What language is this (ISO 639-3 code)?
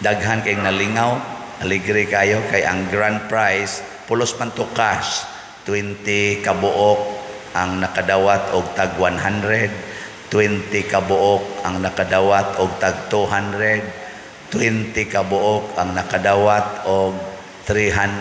ceb